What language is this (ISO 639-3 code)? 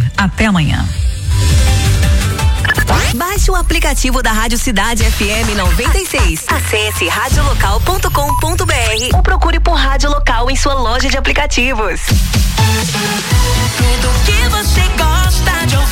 por